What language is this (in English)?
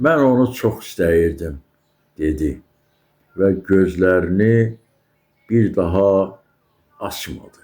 Azerbaijani